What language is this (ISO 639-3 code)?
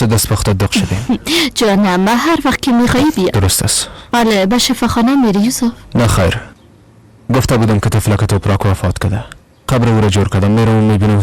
fas